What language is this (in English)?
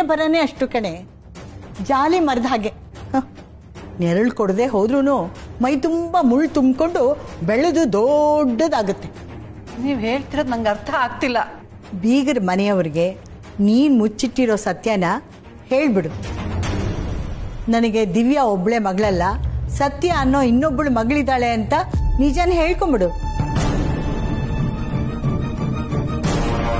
Kannada